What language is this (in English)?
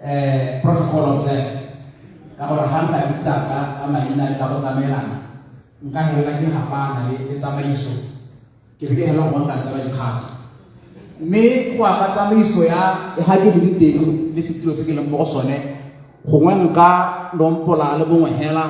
Tswana